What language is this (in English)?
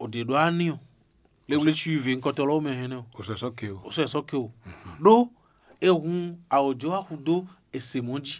Fon